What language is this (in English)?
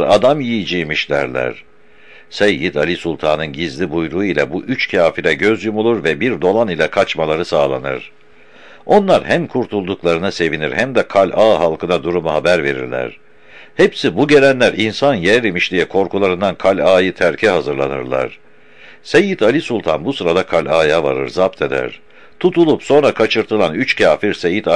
Turkish